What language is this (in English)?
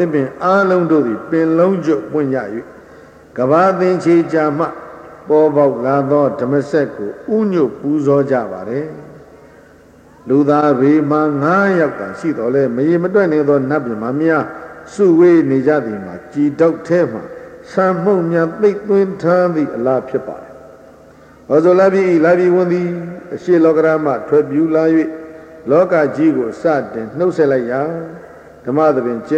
Burmese